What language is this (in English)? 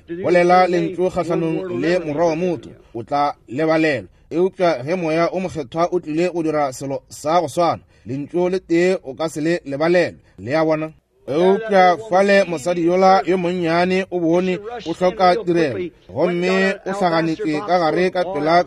Northern Sotho